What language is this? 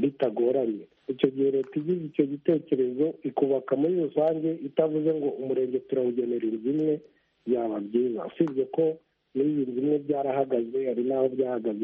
Kinyarwanda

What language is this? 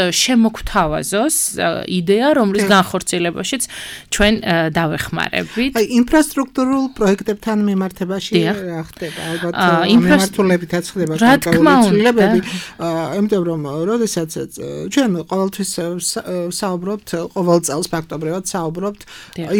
Georgian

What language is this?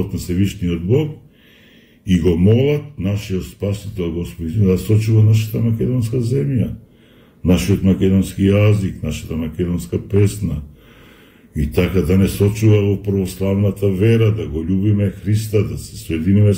Macedonian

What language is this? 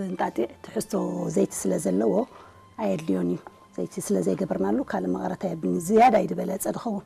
Tigrinya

